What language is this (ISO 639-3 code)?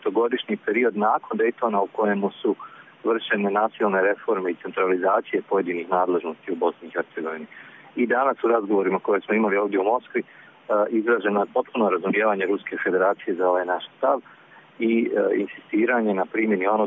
hrv